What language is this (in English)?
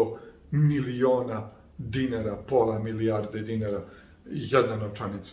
Serbian